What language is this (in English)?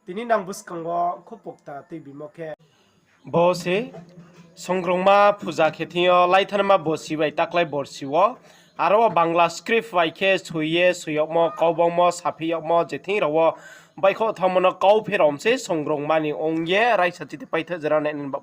Riang (India)